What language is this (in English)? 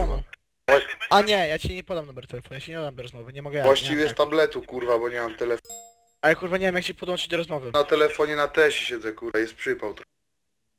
Polish